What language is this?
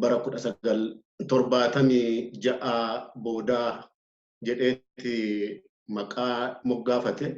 Oromo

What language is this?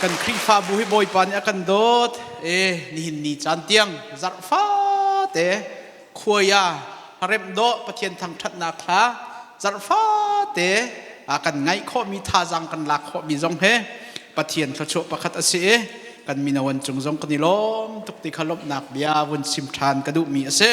Hakha Chin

